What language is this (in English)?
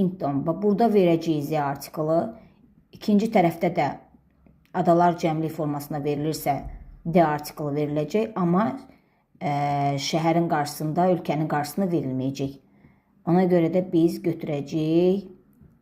Azerbaijani